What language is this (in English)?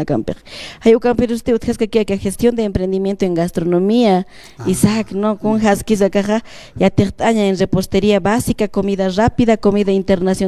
Aymara